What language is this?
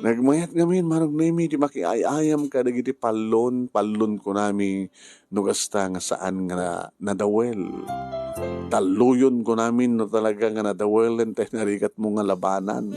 Iloko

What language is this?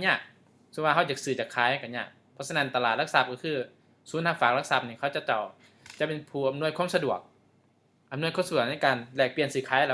Lao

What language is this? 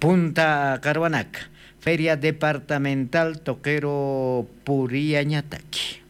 Aymara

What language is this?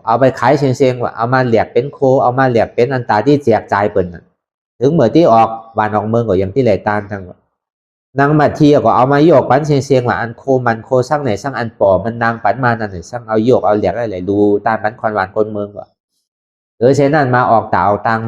Shan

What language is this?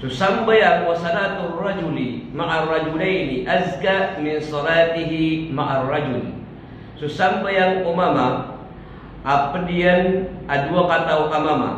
Maranao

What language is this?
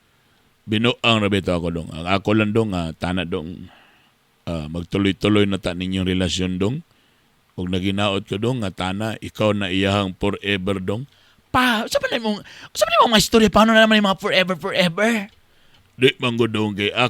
Cebuano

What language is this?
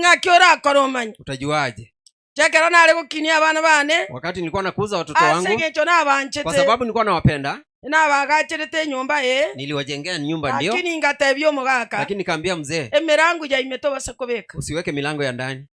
Gusii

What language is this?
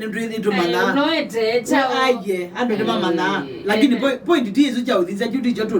Kamba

